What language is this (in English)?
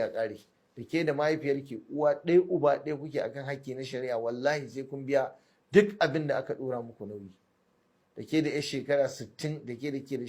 Hausa